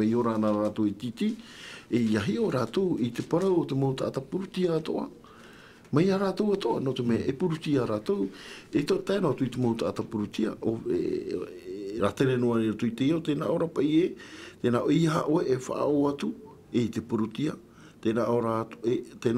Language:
Tahitian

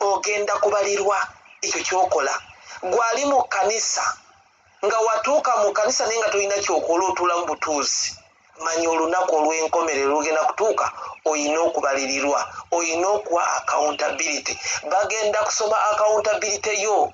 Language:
Ganda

